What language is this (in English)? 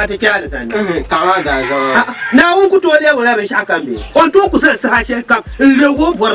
Dagbani